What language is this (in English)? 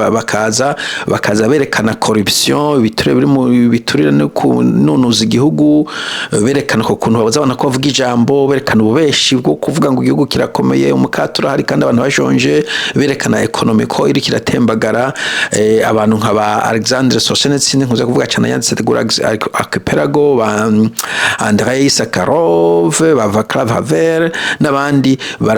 Rundi